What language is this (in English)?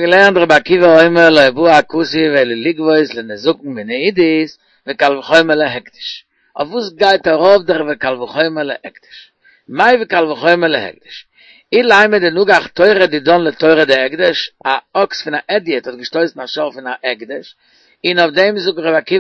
Yiddish